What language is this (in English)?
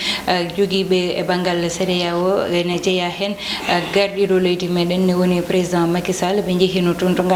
Fula